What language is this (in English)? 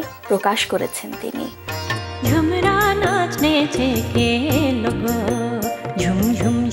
Bangla